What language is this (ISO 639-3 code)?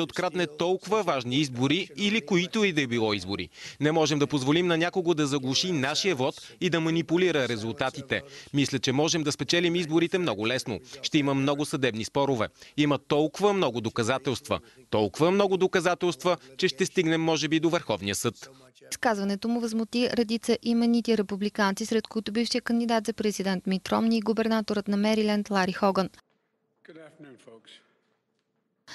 bul